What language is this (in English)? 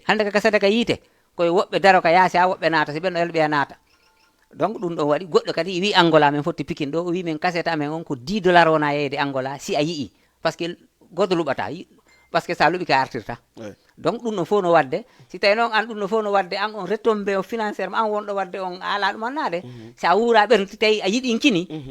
Fula